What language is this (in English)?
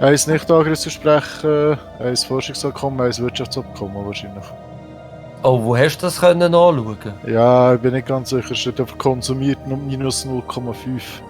Swiss German